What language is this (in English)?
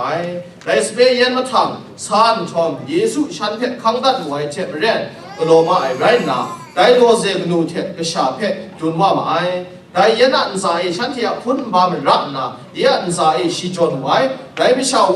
Kachin